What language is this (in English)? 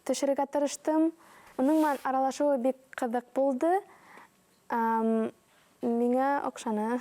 Bashkir